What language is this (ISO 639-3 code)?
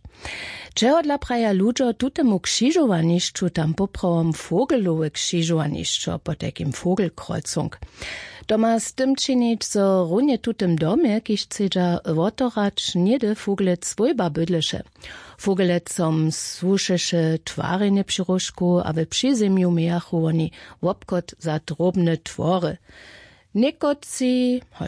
hsb